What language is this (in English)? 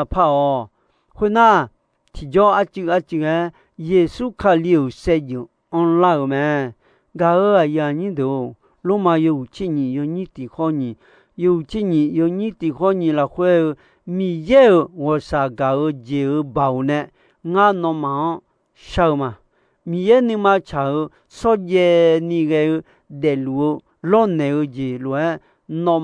Akha